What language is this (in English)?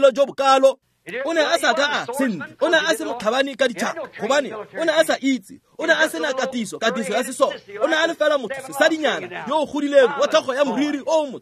Tswana